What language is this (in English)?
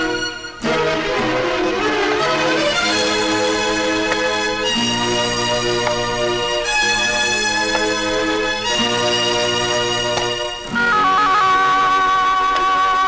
Malayalam